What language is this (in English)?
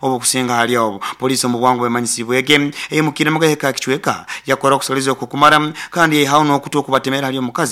Nyoro